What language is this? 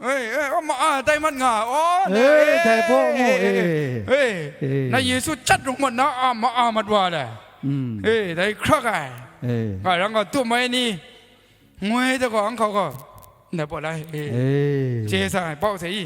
Kachin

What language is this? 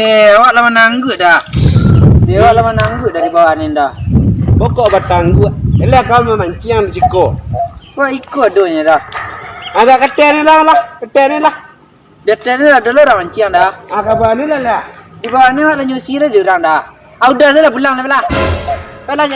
Minangkabau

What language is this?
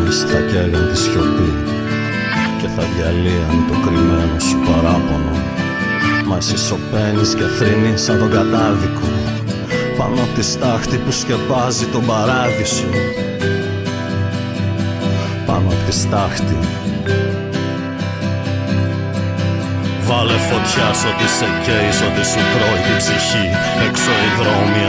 Greek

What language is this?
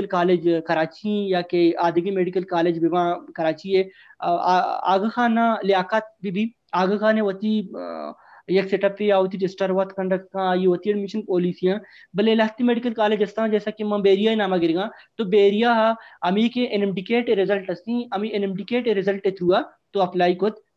Baluchi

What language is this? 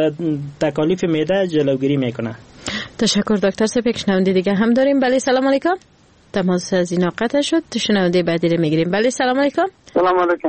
Persian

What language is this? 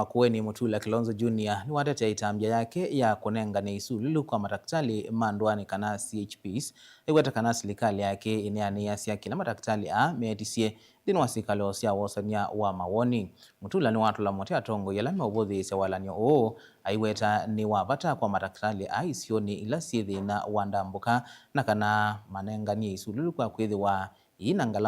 Kamba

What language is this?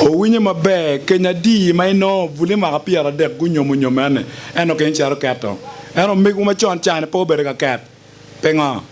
Acoli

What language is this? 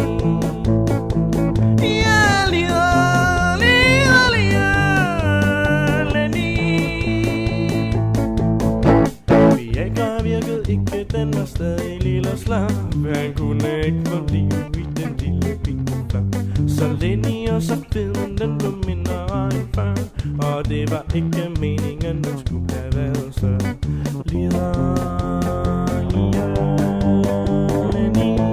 Danish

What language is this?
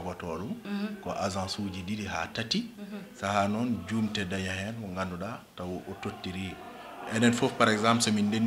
Fula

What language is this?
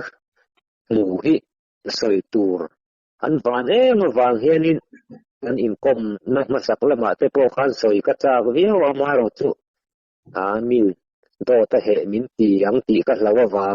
Mizo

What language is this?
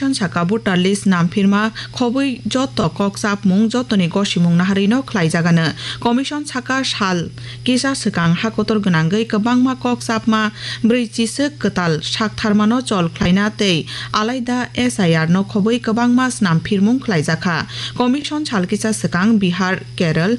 Kok Borok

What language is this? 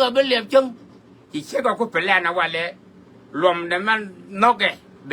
Nuer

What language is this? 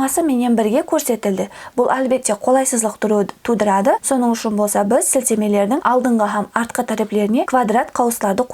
Kara-Kalpak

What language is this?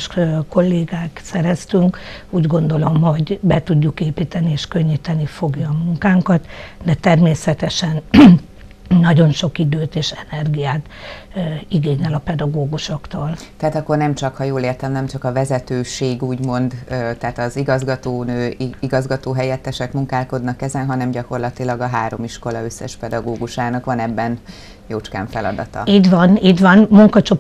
Hungarian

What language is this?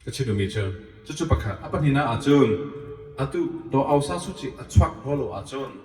Hakha Chin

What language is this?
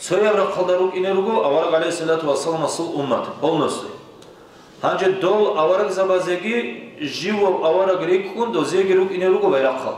Avaric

